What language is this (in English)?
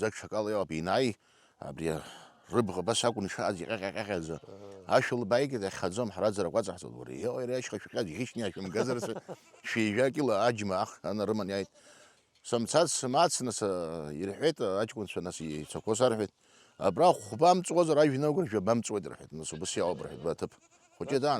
Abkhazian